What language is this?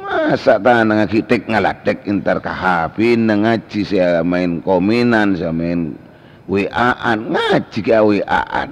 Madurese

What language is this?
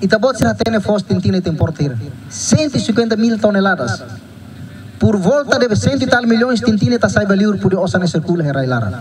Tetum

